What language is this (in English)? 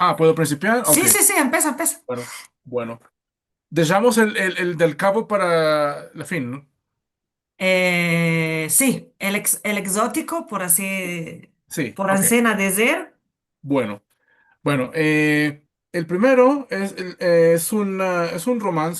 Ladino